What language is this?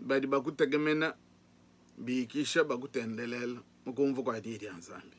Luba-Lulua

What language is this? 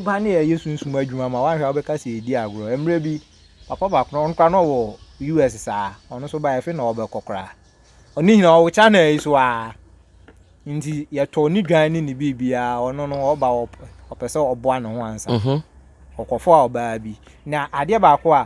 Akan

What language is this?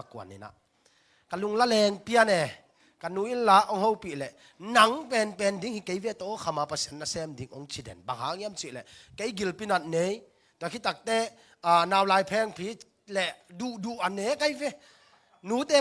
Tedim Chin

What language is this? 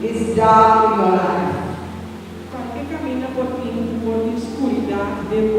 Papiamento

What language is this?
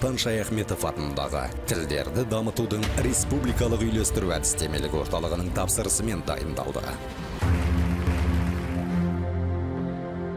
Kazakh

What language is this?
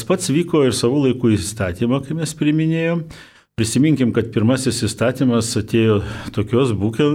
Lithuanian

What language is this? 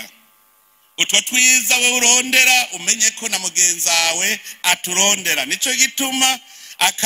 Rundi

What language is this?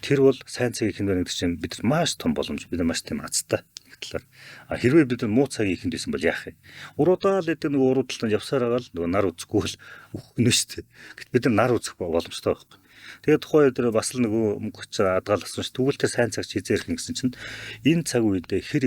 Mongolian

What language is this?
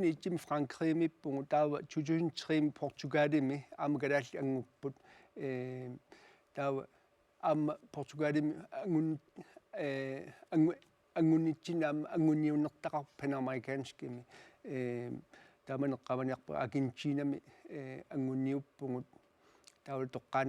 Kalaallisut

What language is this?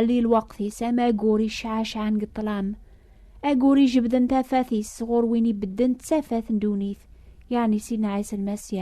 Kabyle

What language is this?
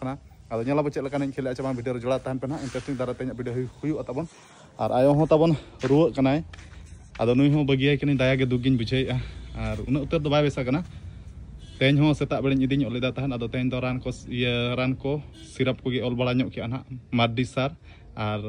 Santali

